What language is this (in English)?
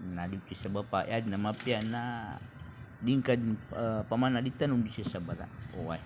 Maranao